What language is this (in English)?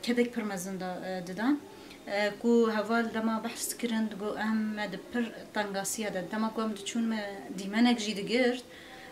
Kurdish